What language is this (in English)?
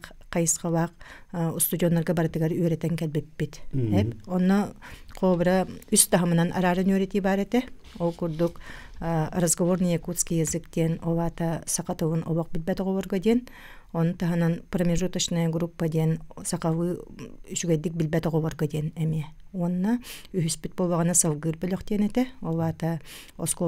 Yakut